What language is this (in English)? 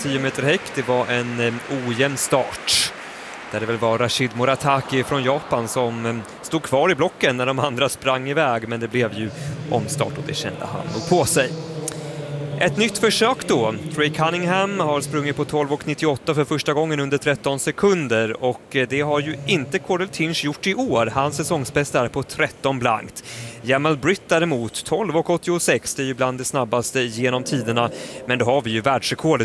Swedish